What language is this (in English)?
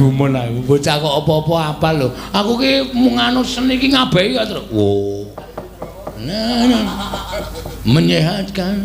Javanese